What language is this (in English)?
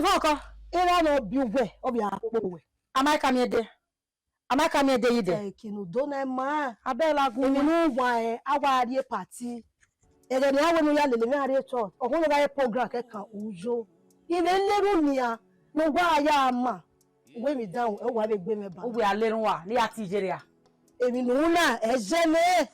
Bini